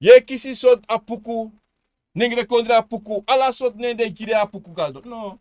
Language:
Sranan Tongo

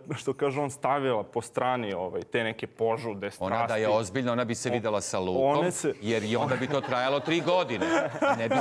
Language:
Serbian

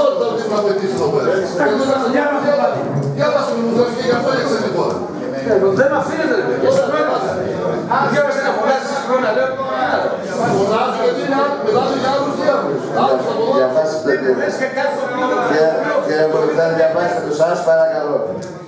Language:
Greek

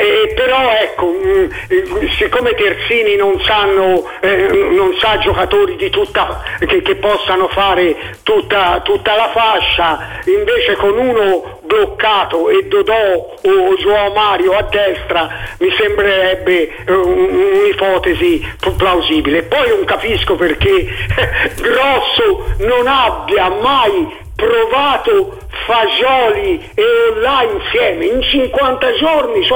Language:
Italian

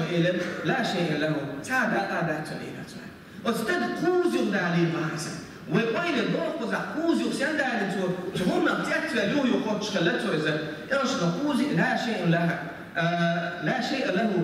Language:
Chechen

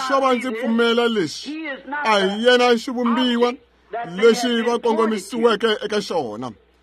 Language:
Tsonga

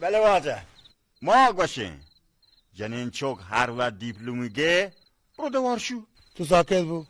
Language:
Baluchi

